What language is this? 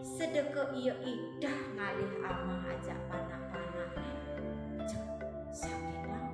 Balinese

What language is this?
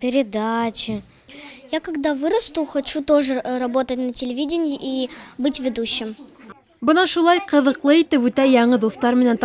Bashkir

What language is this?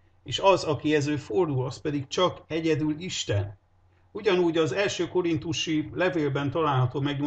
Hungarian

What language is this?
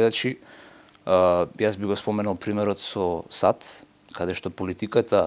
Macedonian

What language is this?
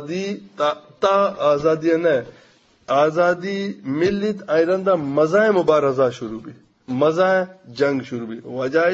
Eastern Balochi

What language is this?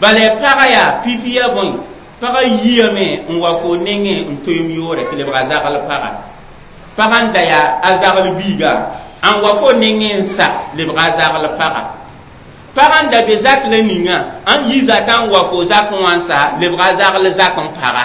Mossi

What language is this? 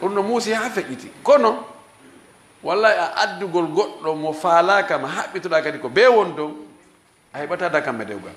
Fula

